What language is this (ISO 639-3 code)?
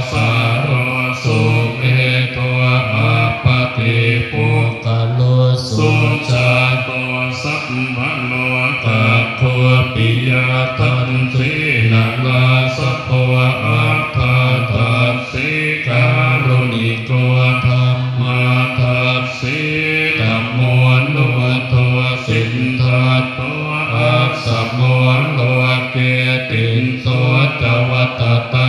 pli